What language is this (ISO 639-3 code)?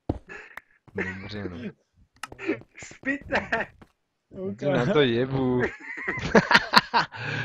ces